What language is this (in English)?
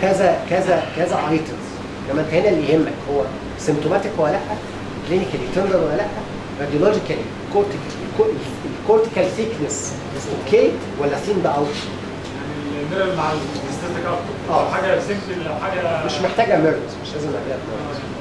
Egyptian Arabic